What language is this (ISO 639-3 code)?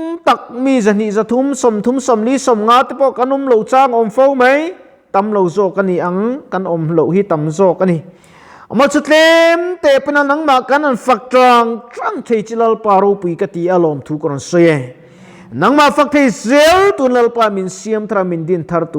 lus